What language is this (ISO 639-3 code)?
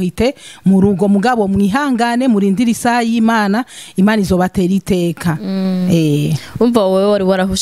run